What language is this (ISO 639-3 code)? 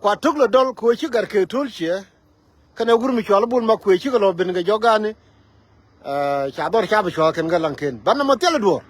nus